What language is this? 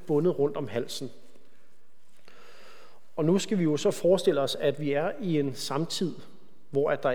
Danish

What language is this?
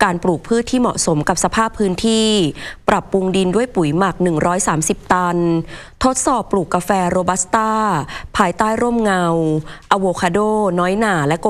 Thai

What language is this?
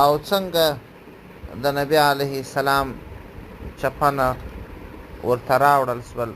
Pashto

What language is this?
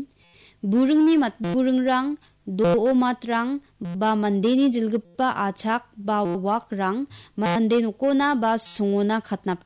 Garo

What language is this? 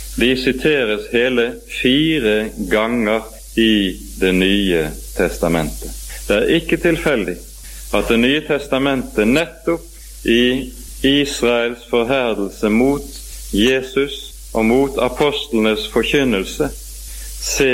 Norwegian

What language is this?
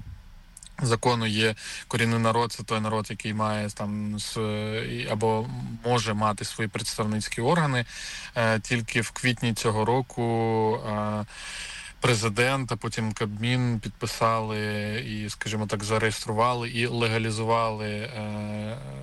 Ukrainian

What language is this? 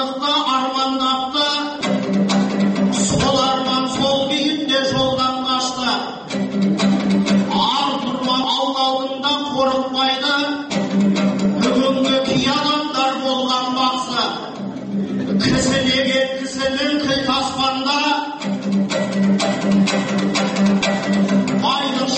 Kazakh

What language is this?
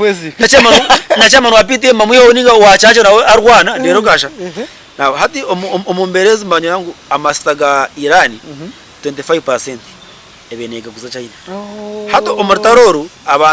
Nyankole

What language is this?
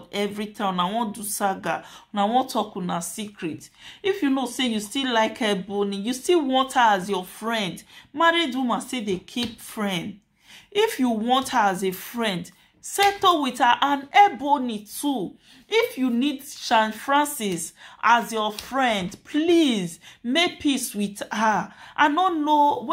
Nigerian Pidgin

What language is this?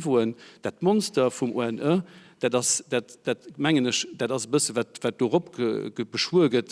Luxembourgish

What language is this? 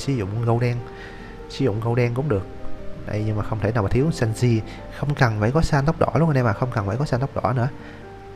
Vietnamese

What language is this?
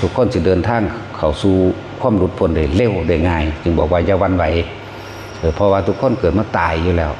Lao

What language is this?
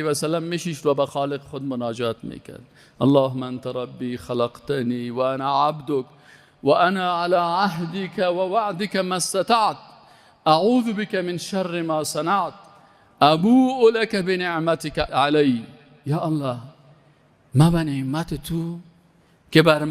Persian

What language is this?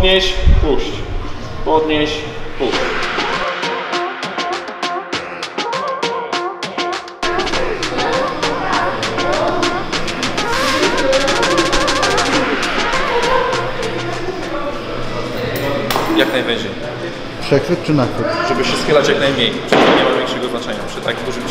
Polish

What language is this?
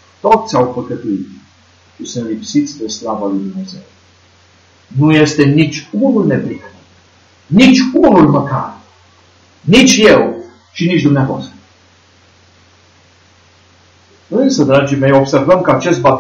Romanian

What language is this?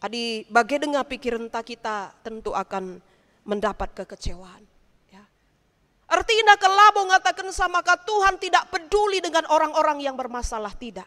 Batak Karo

